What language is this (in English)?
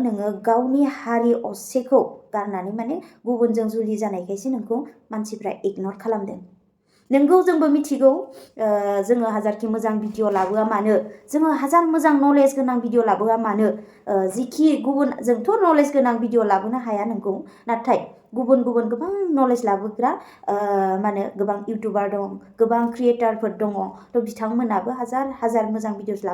Bodo